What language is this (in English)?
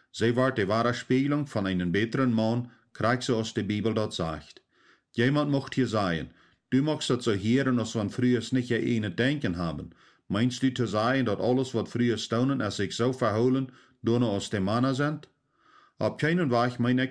Plautdietsch